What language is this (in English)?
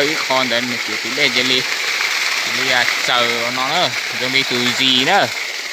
Hmong